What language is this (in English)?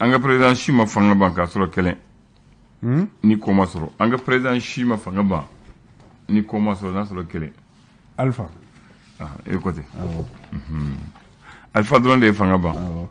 Bambara